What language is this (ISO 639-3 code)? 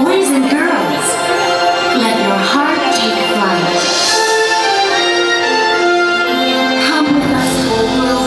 ind